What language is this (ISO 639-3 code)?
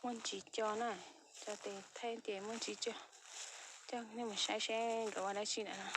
hmn